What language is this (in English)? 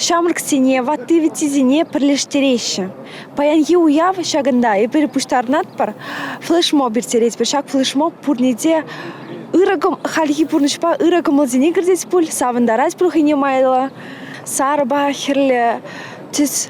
Chuvash